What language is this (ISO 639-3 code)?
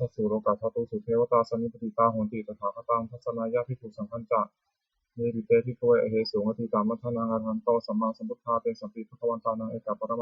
pli